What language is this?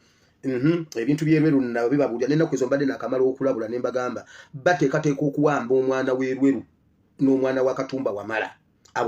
Ganda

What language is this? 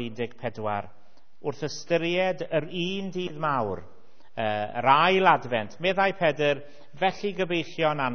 Welsh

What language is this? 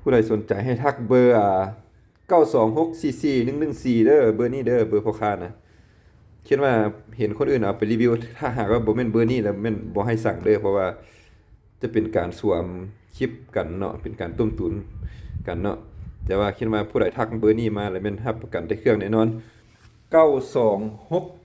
Lao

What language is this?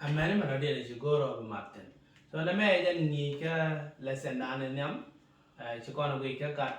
Nuer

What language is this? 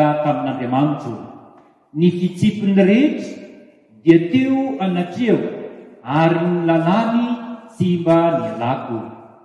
Malagasy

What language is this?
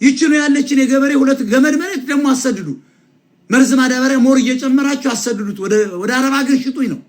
Amharic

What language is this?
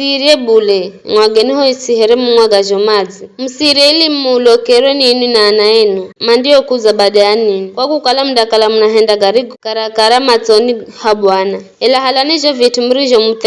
Giryama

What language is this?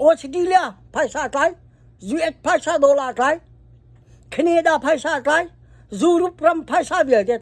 Hakha Chin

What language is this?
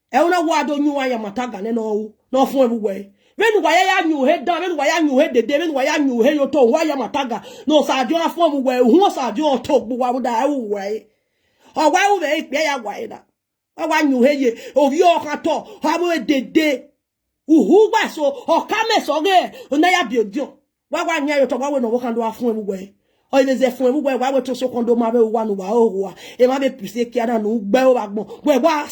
Nigerian Pidgin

